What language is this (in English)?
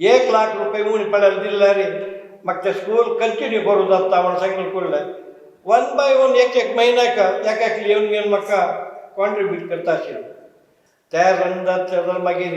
Konkani